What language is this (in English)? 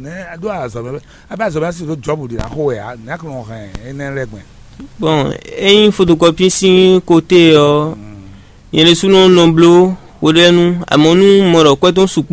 Fon